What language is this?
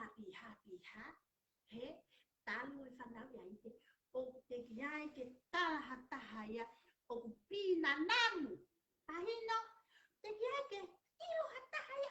Tongan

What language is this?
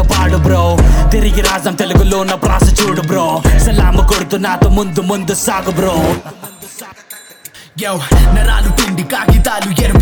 Telugu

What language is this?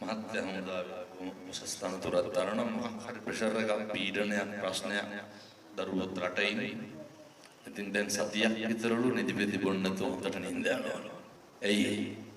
Sinhala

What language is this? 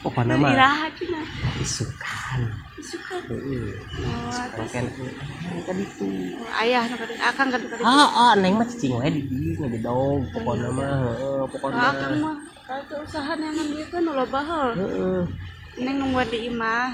Sundanese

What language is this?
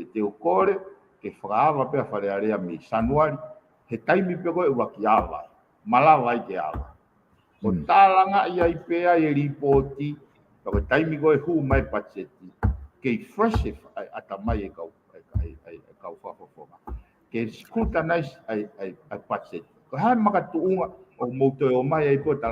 Tongan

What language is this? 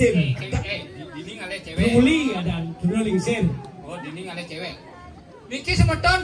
Balinese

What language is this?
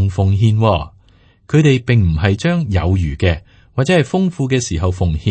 Cantonese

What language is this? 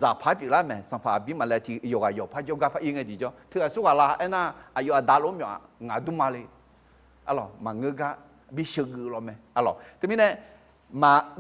Akha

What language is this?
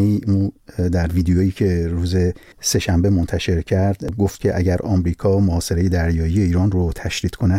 Persian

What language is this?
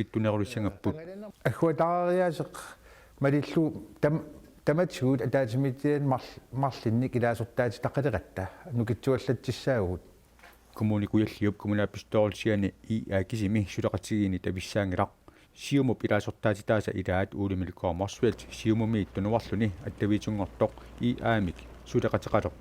Kalaallisut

